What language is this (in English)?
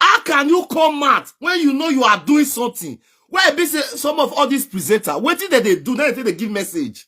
Nigerian Pidgin